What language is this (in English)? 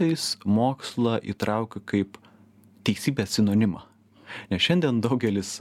Lithuanian